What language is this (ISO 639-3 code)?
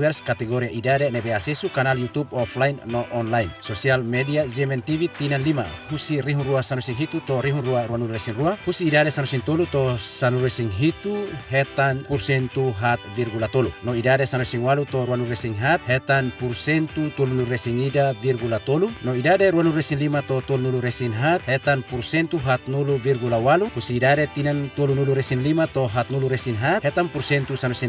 tet